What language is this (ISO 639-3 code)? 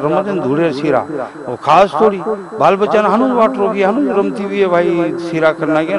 lmn